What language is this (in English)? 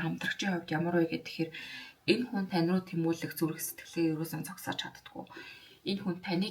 Mongolian